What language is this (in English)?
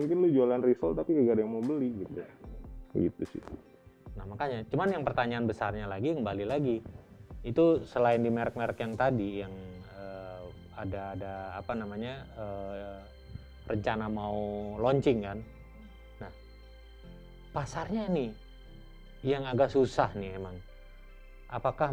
Indonesian